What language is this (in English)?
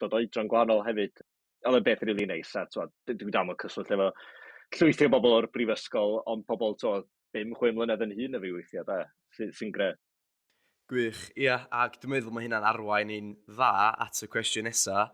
Welsh